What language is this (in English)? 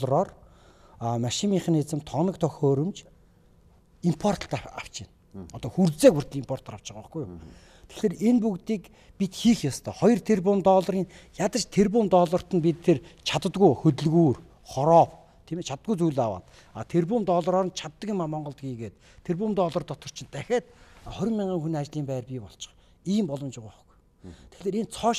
Mongolian